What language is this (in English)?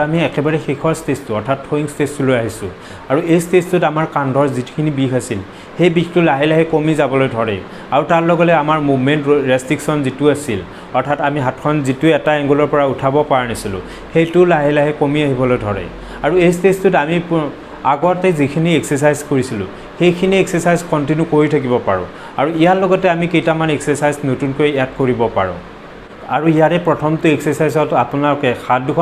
Assamese